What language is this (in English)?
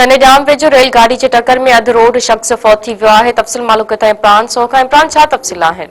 Sindhi